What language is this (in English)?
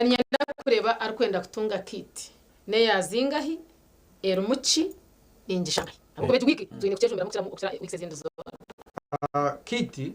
Nyankole